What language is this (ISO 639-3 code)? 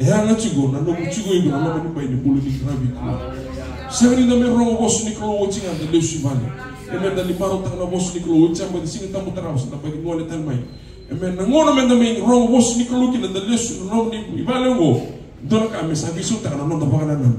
fij